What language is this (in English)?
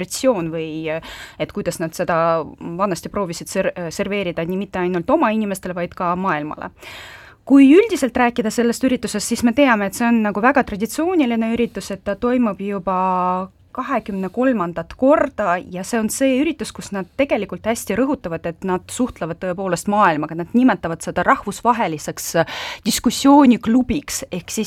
Estonian